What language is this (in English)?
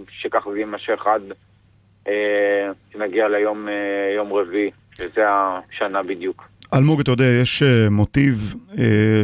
Hebrew